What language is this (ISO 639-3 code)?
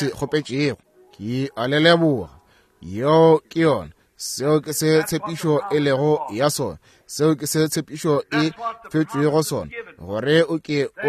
nso